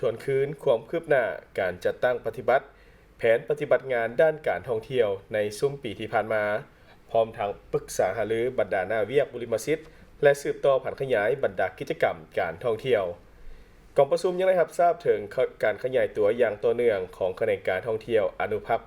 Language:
Lao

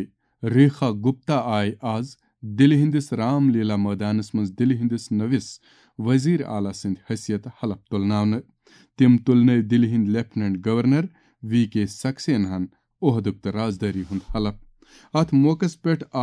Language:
Kashmiri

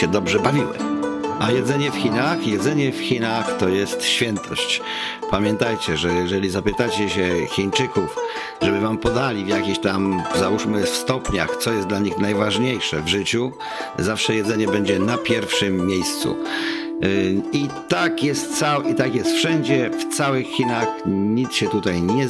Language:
Polish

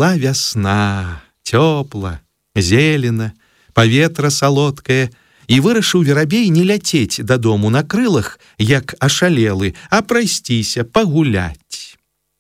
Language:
Belarusian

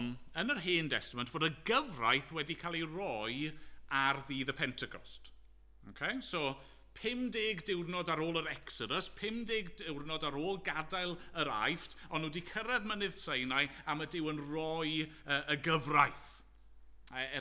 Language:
Welsh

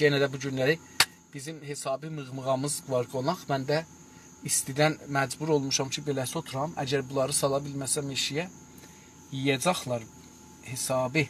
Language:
South Azerbaijani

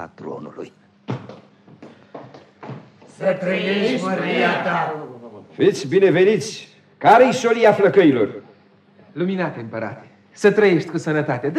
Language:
Romanian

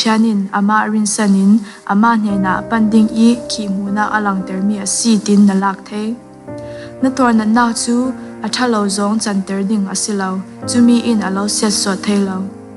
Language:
Falam Chin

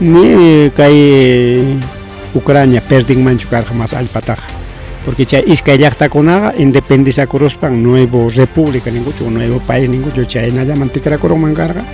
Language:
Ayacucho Quechua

